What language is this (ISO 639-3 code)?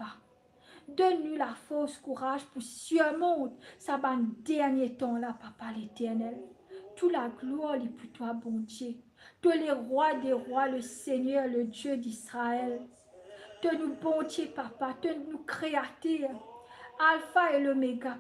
mfe